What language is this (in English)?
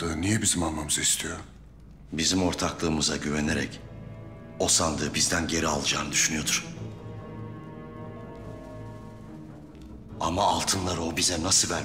Turkish